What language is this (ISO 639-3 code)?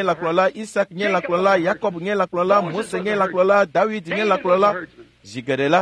ewe